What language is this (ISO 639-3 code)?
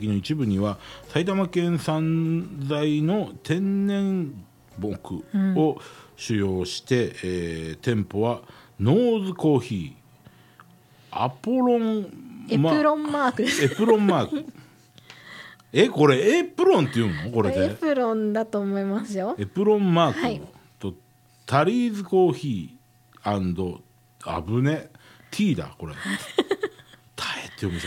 jpn